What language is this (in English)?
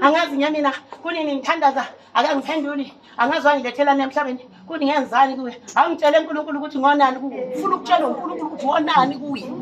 Zulu